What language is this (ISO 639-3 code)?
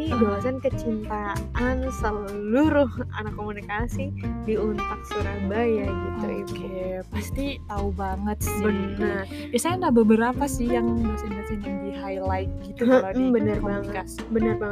ind